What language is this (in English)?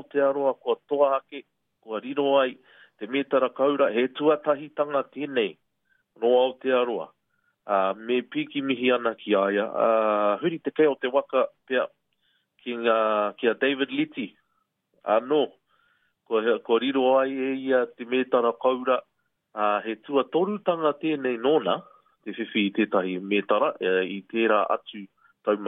Māori